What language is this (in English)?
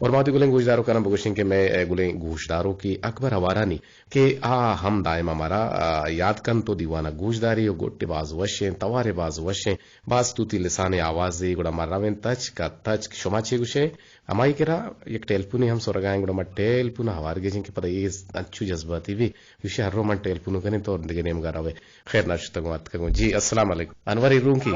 Eastern Balochi